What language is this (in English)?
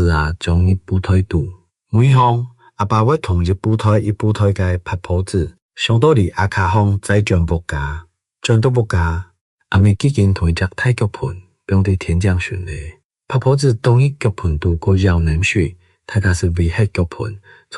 Hakka Chinese